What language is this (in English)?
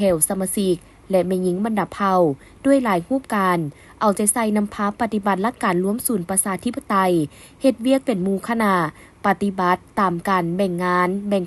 Lao